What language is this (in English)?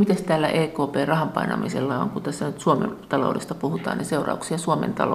Finnish